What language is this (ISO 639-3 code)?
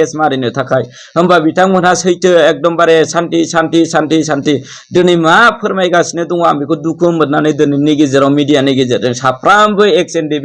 brx